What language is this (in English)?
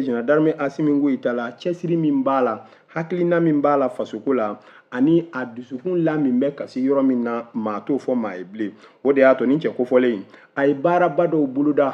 Bambara